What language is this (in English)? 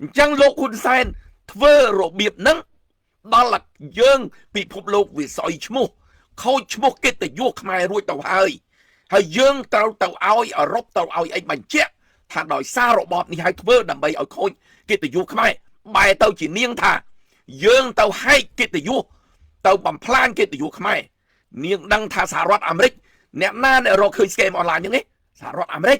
Khmer